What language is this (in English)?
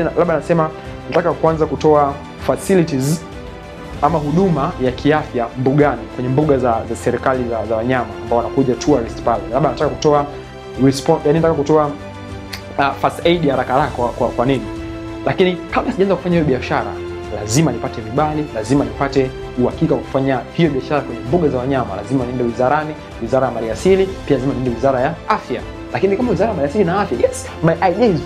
Swahili